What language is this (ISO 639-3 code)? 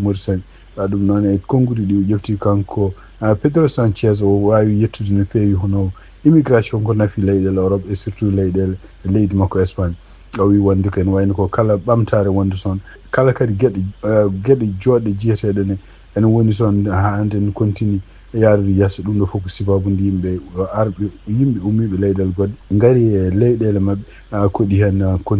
ful